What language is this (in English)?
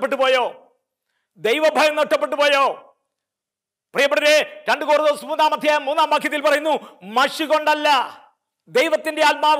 Malayalam